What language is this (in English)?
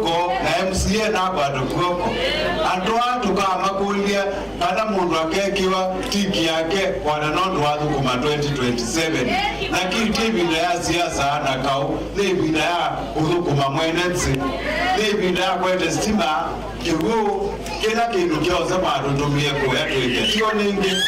Kamba